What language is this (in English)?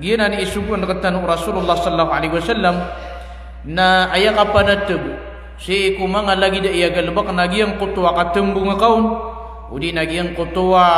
Maranao